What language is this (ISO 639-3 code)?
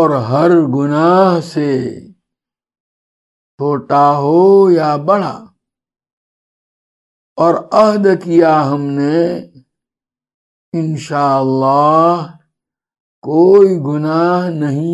urd